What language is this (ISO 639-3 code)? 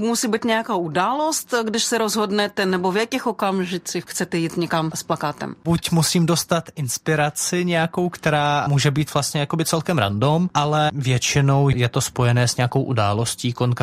ces